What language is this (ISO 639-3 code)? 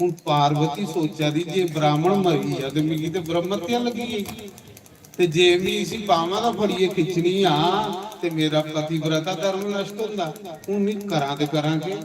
doi